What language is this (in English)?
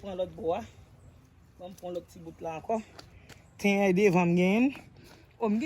Haitian Creole